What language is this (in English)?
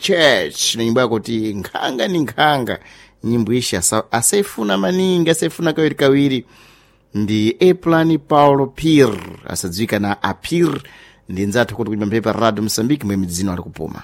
Sena